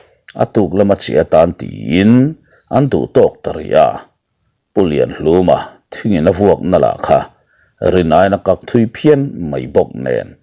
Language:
Mizo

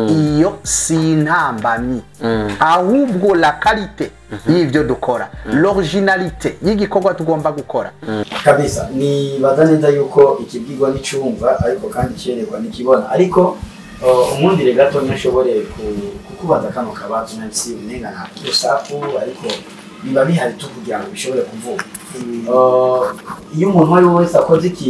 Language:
Rundi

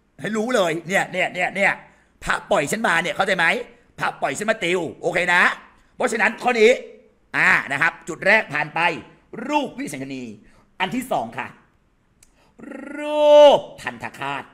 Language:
Thai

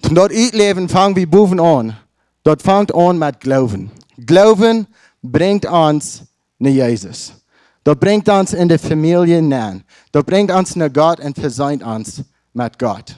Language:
Plautdietsch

